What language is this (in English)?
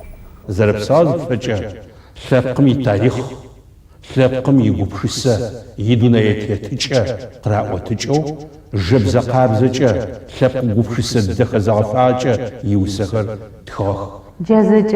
Adyghe